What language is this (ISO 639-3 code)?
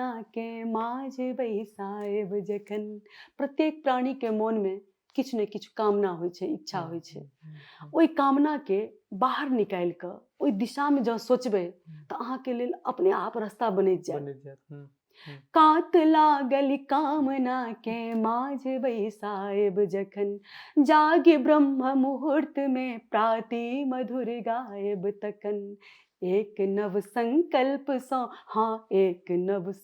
mai